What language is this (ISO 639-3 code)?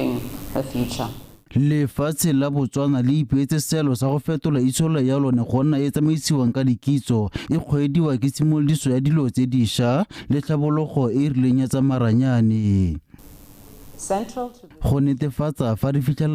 tsn